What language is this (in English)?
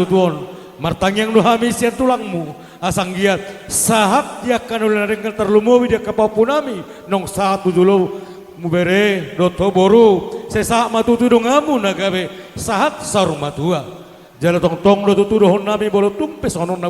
Batak Toba